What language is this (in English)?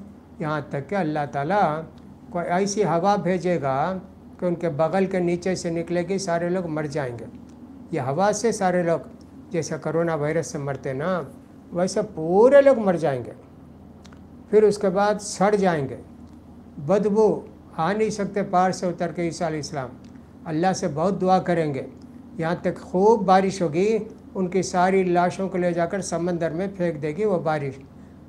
Urdu